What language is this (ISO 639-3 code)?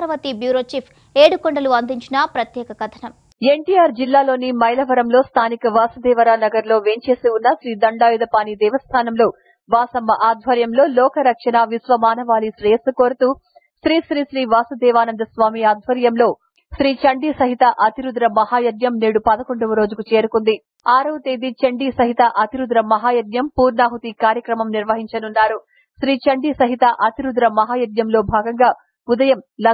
tel